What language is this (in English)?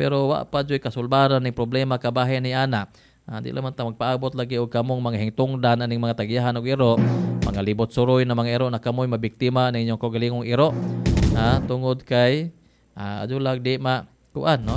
Cebuano